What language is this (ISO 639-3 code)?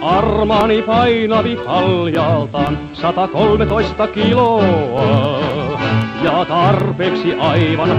fin